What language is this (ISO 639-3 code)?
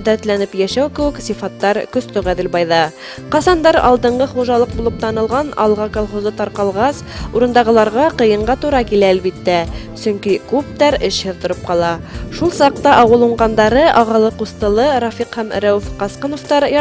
bak